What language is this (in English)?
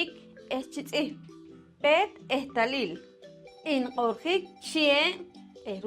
Poqomchi'